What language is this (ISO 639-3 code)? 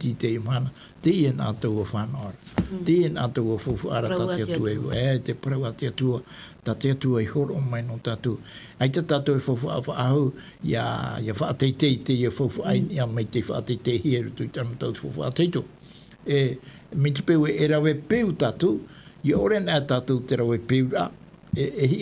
tah